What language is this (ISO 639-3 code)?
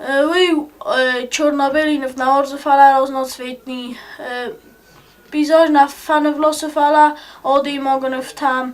oss